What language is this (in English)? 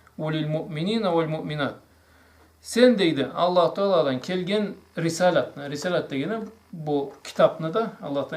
Karachay-Balkar